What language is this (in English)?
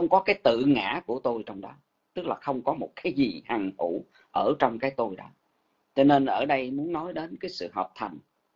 Vietnamese